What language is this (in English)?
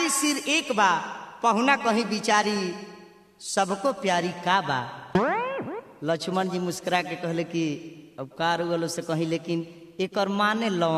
Bhojpuri